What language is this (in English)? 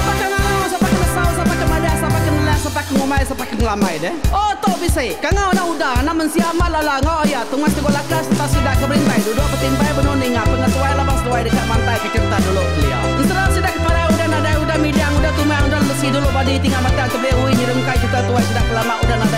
Iban